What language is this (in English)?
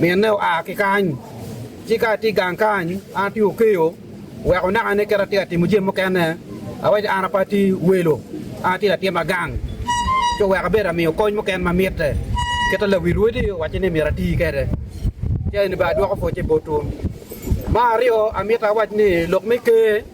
Acoli